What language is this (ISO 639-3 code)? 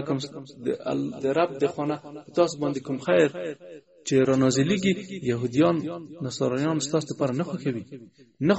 pus